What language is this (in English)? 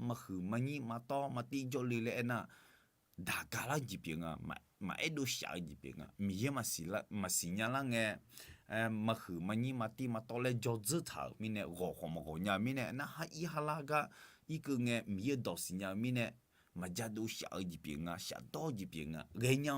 Akha